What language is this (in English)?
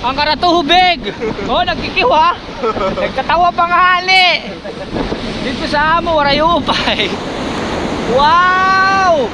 Waray